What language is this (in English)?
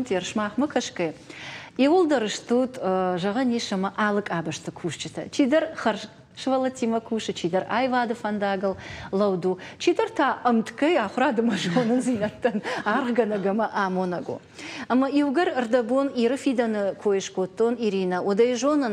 Ossetic